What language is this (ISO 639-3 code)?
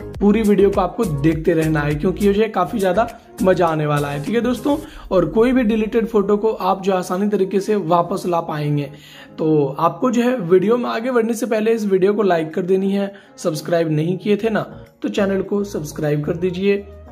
hin